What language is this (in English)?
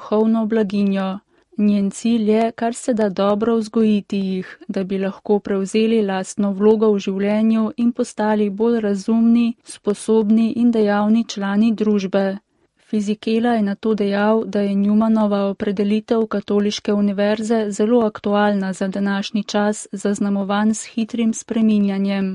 Slovenian